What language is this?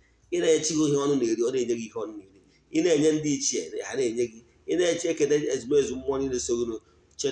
Igbo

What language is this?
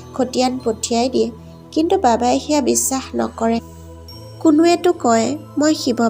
Assamese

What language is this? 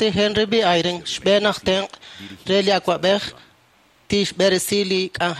Kekchí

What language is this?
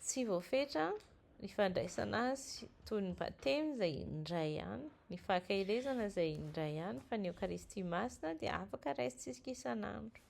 Malagasy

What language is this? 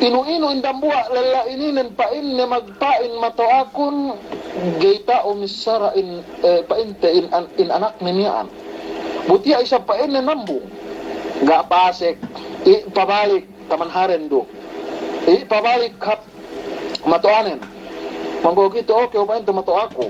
Yakan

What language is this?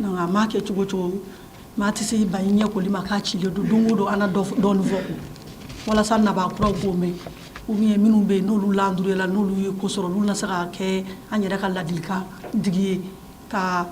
Bambara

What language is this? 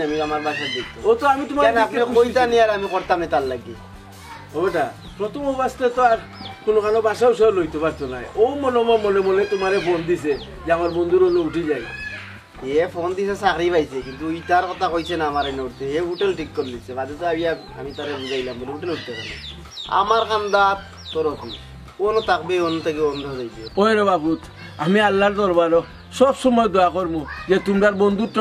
Sylheti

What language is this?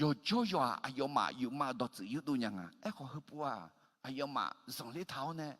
Akha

